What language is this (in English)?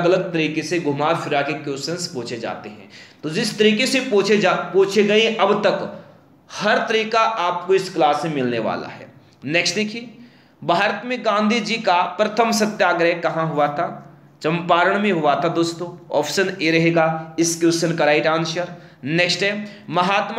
Hindi